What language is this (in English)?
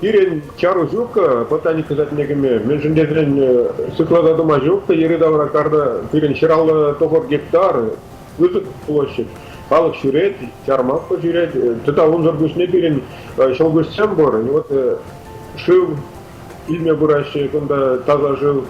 Chuvash